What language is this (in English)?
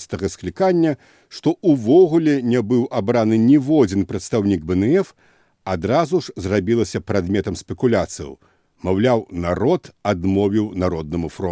Belarusian